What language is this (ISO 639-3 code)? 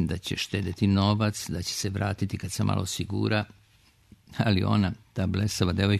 srp